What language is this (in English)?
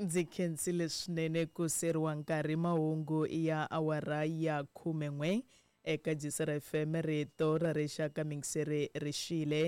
Tsonga